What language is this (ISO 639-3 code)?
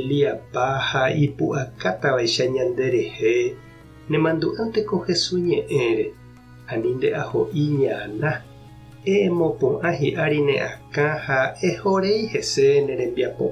grn